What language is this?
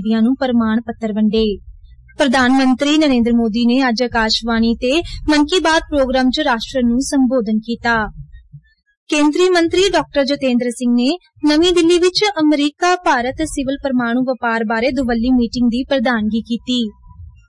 Punjabi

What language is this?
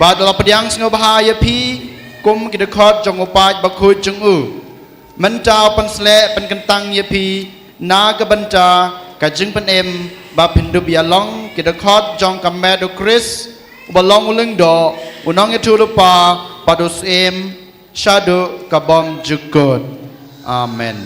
Khasi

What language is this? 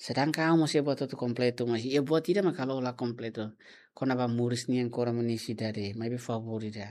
Tetum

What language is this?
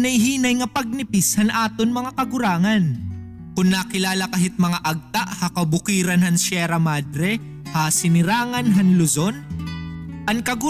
Waray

